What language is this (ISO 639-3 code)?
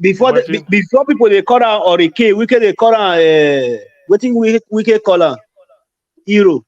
pcm